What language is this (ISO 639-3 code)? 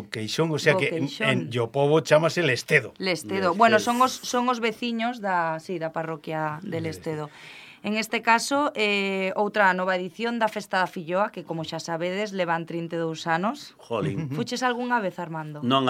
glg